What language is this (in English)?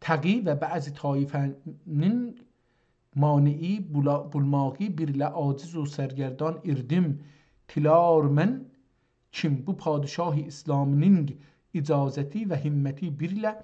South Azerbaijani